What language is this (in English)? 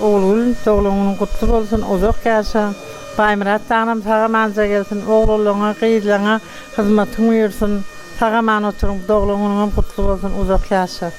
Turkmen